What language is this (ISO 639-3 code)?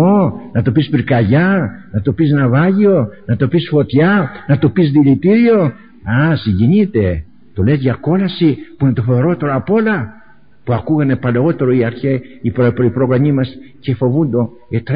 ell